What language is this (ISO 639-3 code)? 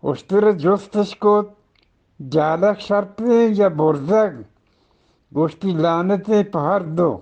bgp